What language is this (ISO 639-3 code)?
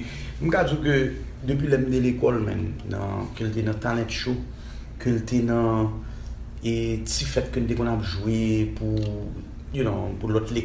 hat